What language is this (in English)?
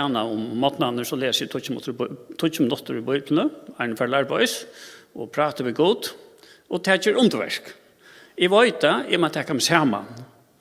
Faroese